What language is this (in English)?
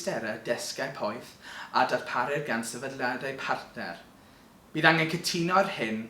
Welsh